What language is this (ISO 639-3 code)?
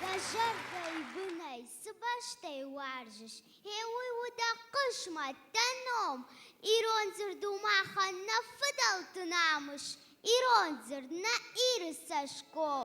oss